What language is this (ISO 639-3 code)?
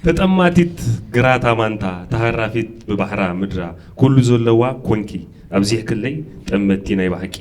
tir